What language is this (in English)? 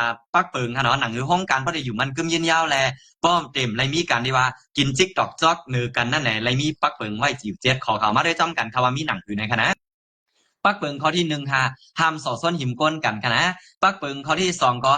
Shan